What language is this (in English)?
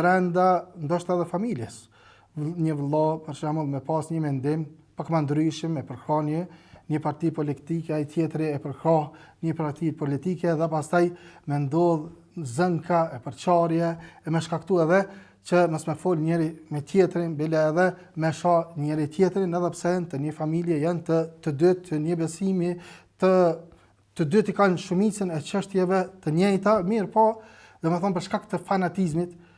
Albanian